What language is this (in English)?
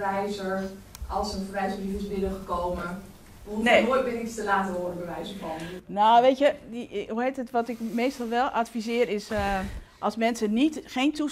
Dutch